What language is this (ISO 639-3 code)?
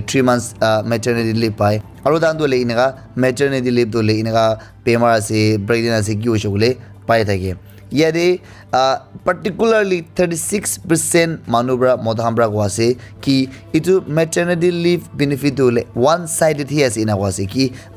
nag